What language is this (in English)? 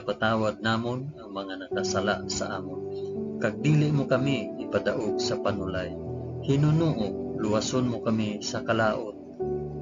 Hiligaynon